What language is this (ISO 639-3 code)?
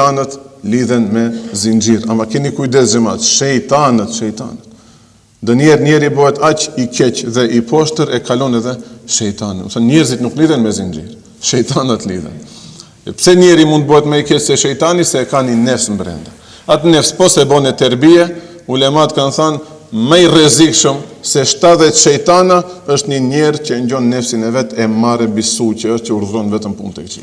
sqi